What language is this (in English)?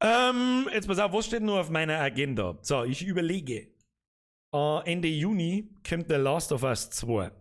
Bavarian